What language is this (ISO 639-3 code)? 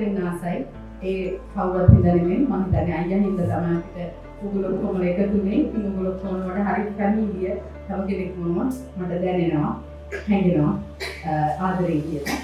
sin